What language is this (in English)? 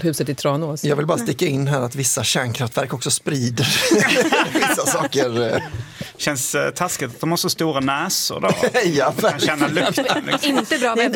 Swedish